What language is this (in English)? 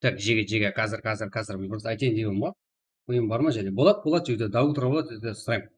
Kara-Kalpak